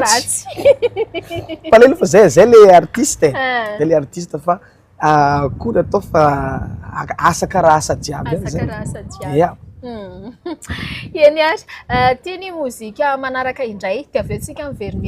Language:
Malagasy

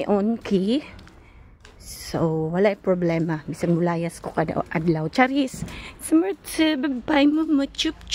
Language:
Cebuano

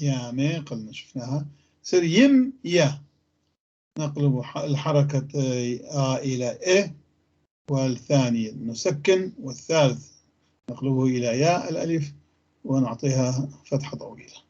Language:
North Levantine Arabic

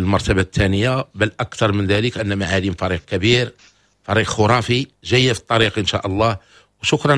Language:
Moroccan Arabic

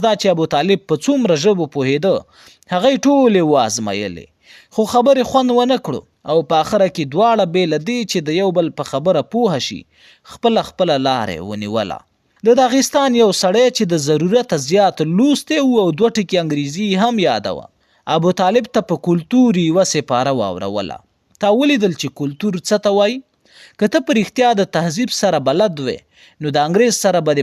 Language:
Pashto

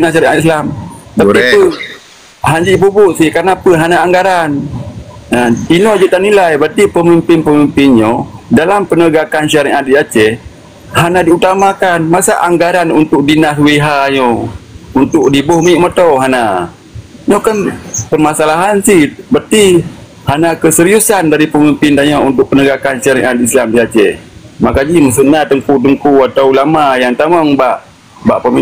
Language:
Achinese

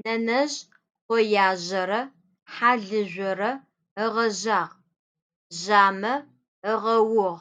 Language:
Adyghe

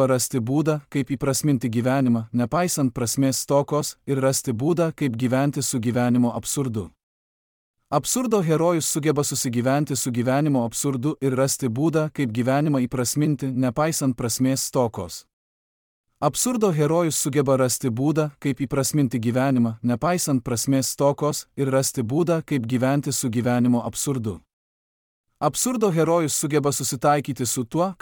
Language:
Lithuanian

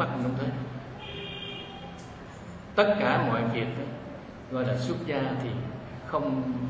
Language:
Vietnamese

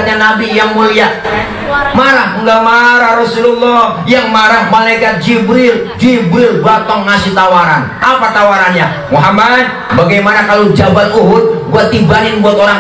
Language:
Betawi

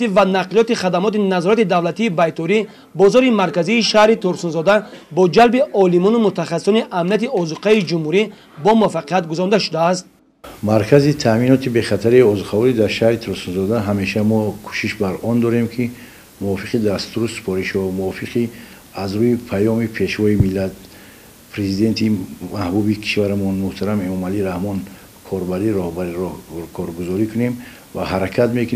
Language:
Tajik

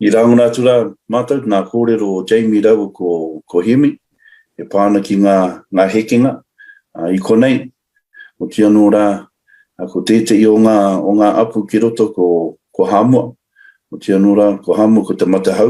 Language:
Māori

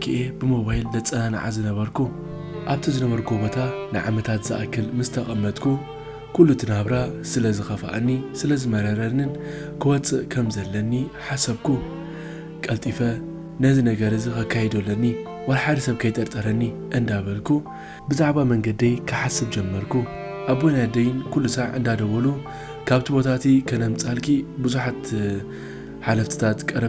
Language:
Tigrinya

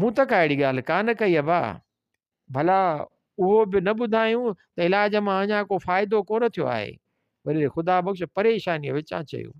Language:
Sindhi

